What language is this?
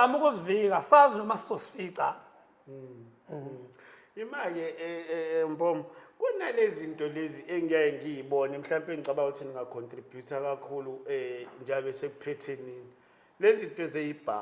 Zulu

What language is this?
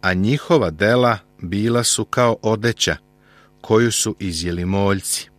Serbian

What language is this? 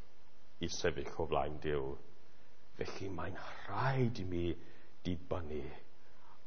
Welsh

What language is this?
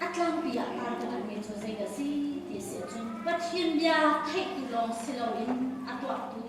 Hakha Chin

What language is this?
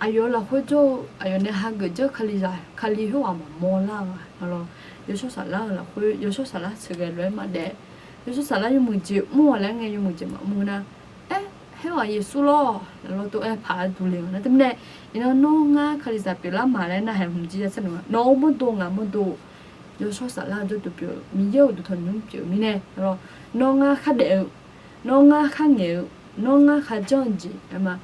Akha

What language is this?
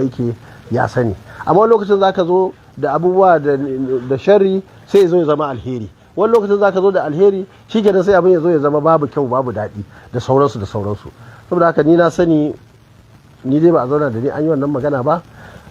Hausa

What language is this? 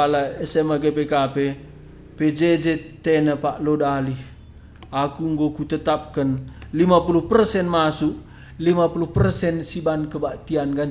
Batak Karo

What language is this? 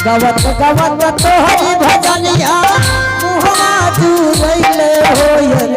Angika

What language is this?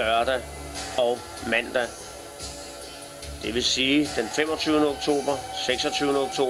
Danish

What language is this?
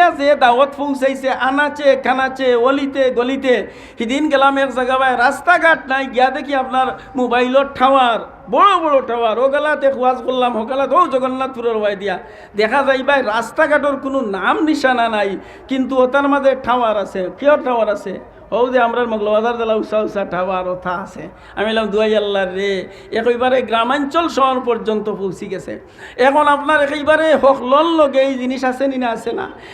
Sylheti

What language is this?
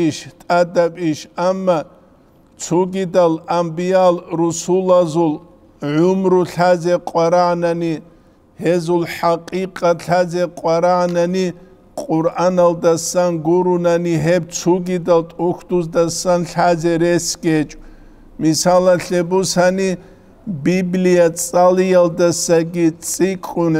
Avaric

